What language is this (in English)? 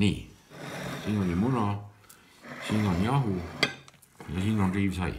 Estonian